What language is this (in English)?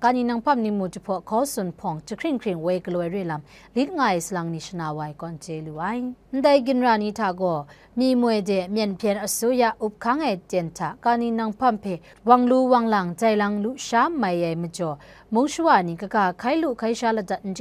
Kachin